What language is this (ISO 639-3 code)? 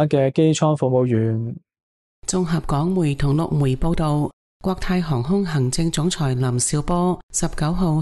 yue